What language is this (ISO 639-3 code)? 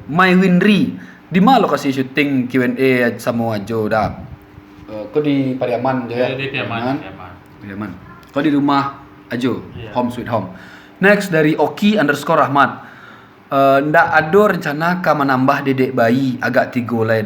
min